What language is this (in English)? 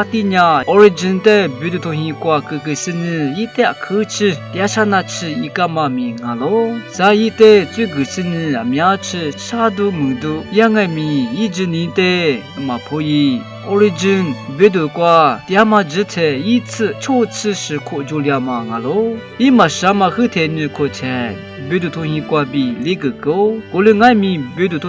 Lisu